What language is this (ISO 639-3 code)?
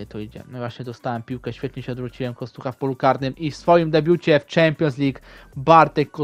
pol